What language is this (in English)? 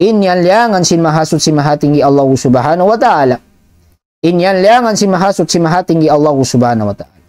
Tausug